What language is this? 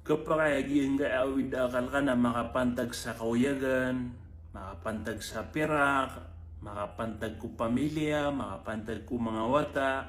Maranao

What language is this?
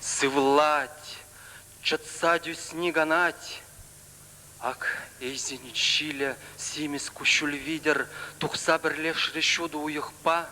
Chuvash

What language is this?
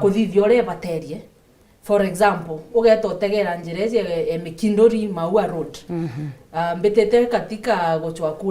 Meru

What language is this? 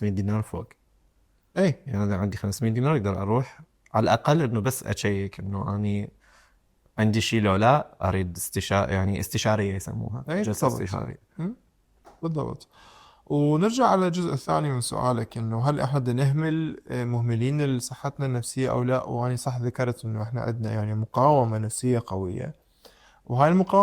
Mesopotamian Arabic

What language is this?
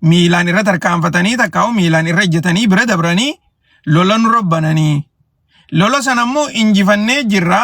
Oromo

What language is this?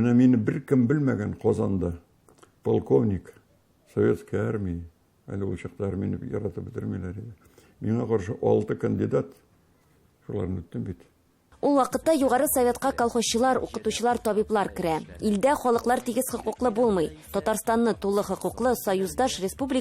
Tatar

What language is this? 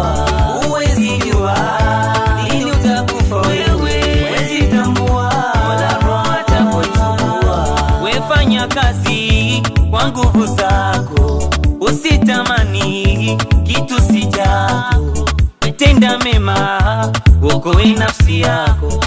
Swahili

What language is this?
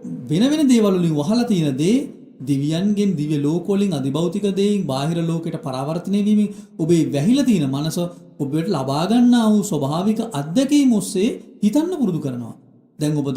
Sinhala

